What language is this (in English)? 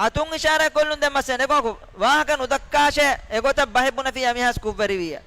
Divehi